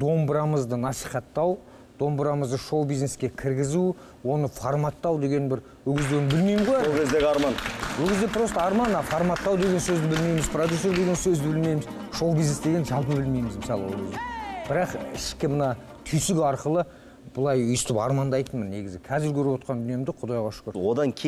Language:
Kazakh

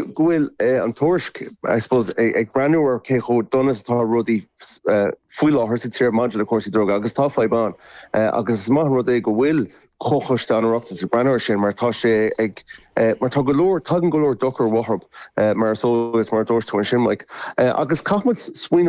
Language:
Irish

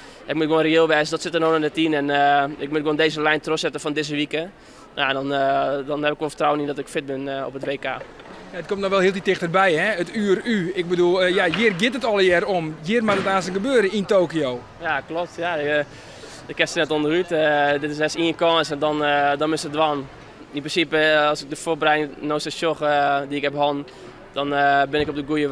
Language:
Western Frisian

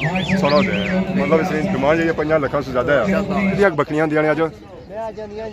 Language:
Pahari-Potwari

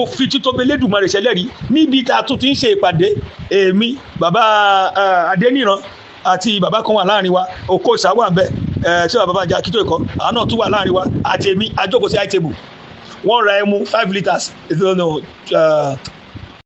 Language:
Yoruba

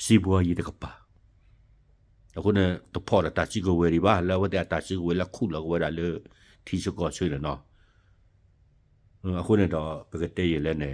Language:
S'gaw Karen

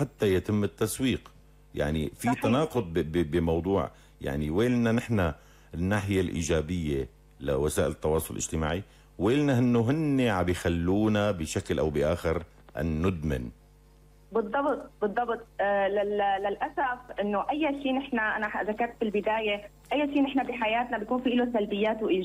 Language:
North Levantine Arabic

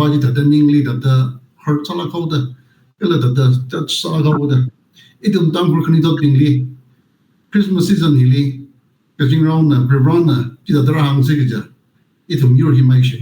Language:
Tangkhul Naga (India)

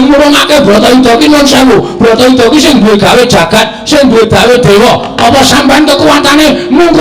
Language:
Javanese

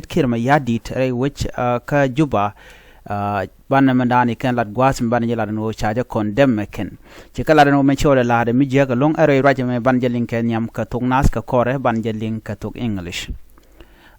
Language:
Nuer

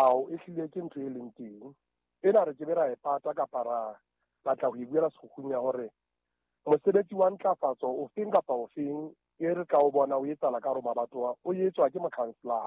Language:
Southern Sotho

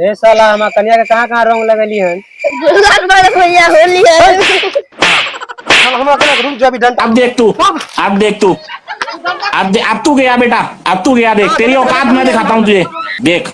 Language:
Maithili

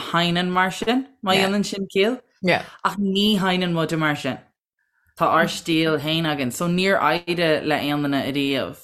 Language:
Irish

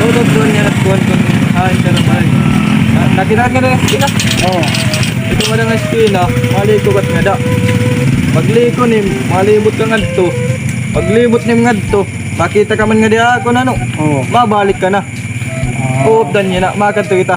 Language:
Waray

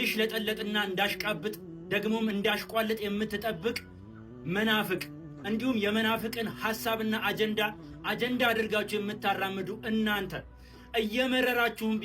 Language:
Amharic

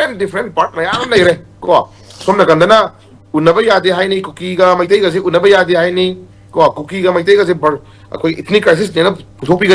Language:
Manipuri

